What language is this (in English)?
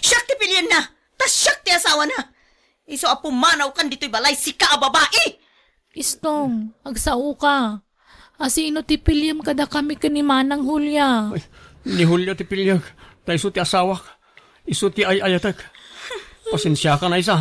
Iloko